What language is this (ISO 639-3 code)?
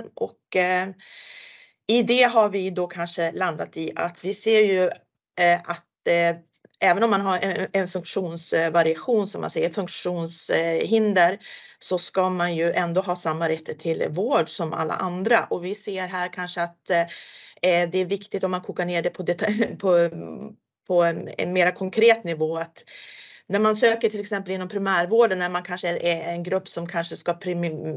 swe